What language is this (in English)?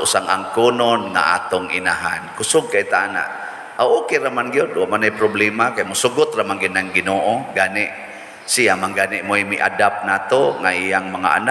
Cebuano